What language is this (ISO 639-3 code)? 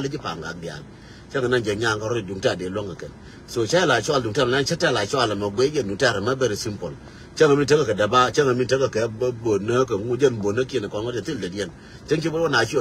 nus